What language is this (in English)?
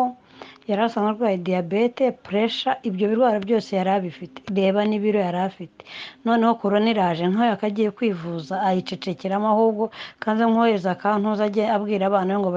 Kinyarwanda